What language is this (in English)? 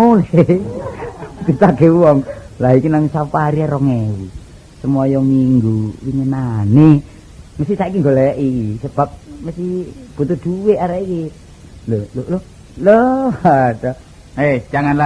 Javanese